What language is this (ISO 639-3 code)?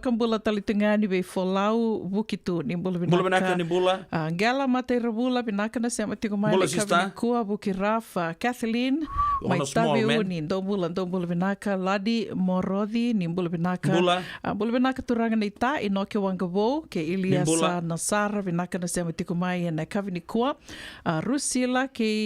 fij